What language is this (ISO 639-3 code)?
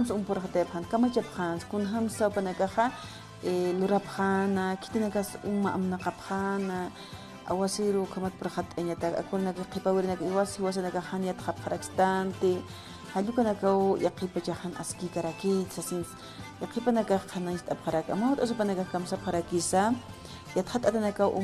aym